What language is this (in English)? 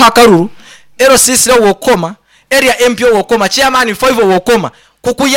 Nyoro